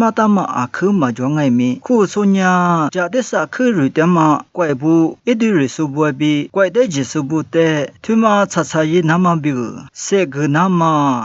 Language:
Lisu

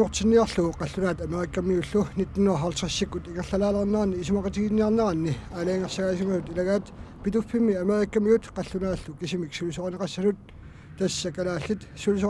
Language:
Kalaallisut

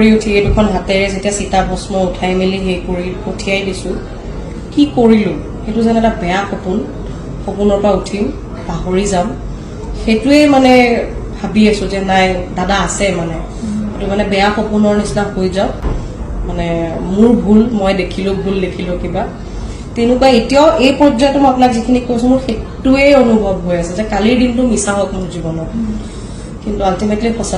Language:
Assamese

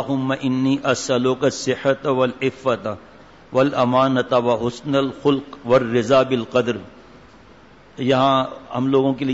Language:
Urdu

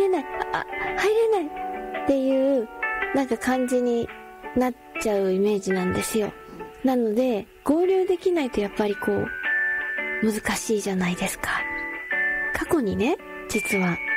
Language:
Japanese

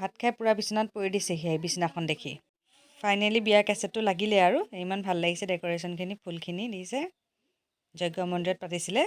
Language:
Assamese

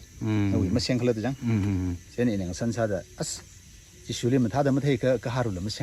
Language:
Tangkhul Naga (India)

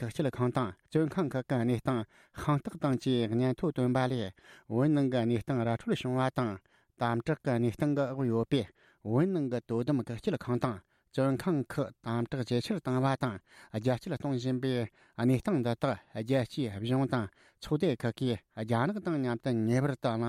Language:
Tibetan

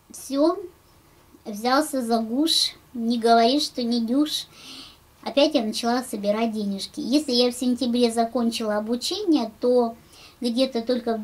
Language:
Russian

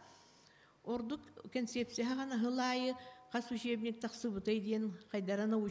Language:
Yakut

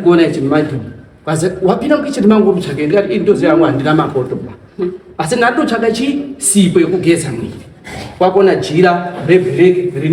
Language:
Shona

